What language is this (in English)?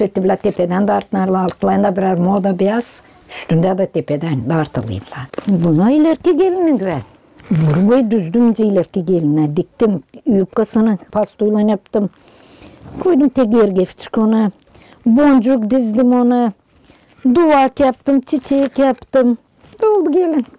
Gagauz